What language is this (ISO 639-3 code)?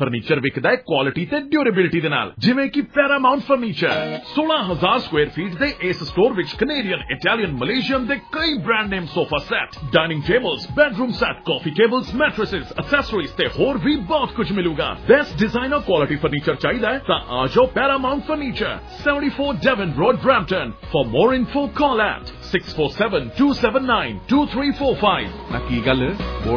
pan